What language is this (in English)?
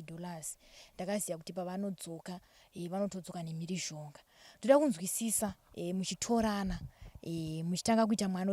Shona